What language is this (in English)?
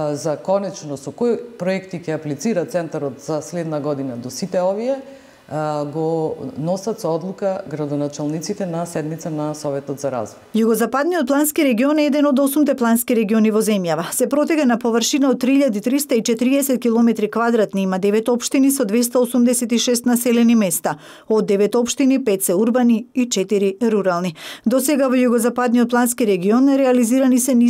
Macedonian